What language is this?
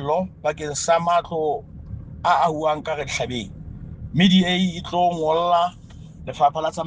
Southern Sotho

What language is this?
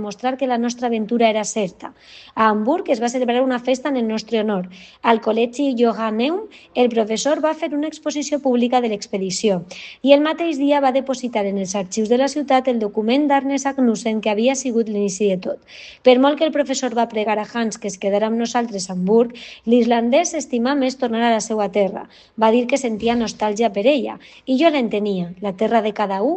Catalan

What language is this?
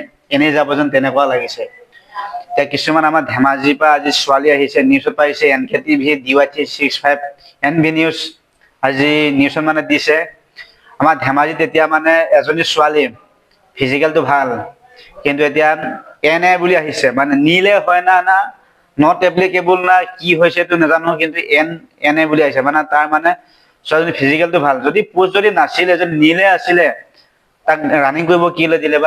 Assamese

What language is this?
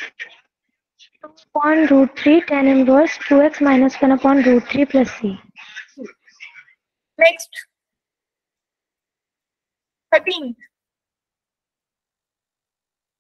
Hindi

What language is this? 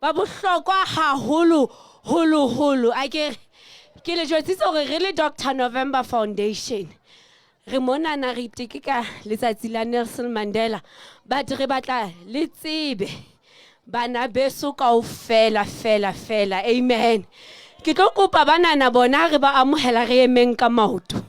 Southern Sotho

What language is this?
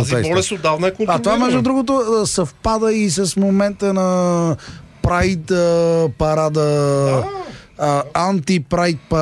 Bulgarian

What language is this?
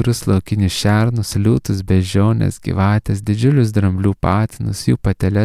Lithuanian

